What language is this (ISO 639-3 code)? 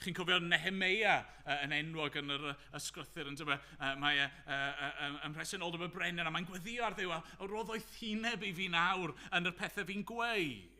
cym